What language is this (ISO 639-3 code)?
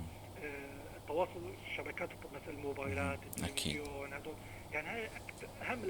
apc